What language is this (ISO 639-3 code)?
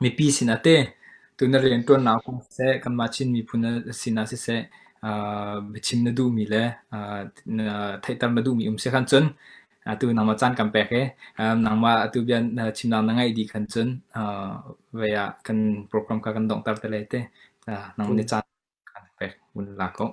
cnh